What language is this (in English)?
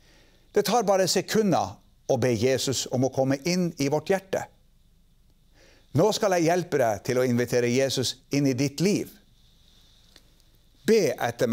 Norwegian